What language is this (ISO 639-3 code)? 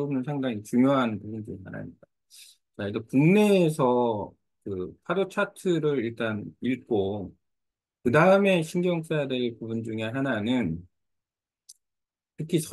kor